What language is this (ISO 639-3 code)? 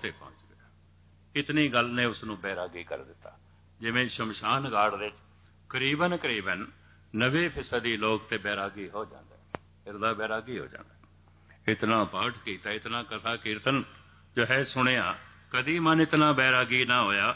pan